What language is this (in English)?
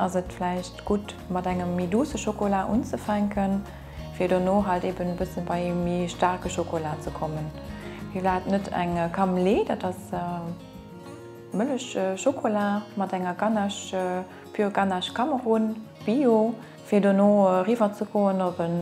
Luxembourgish